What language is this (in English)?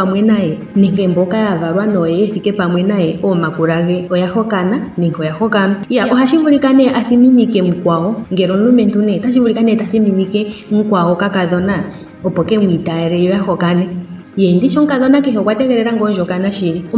Ndonga